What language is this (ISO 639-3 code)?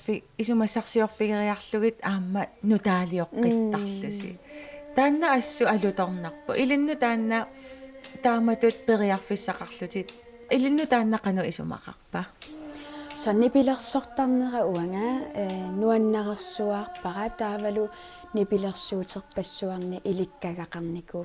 kal